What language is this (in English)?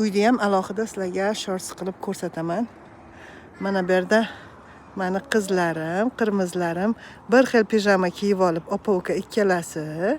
Uzbek